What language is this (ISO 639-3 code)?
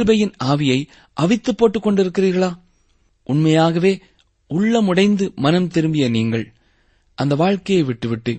tam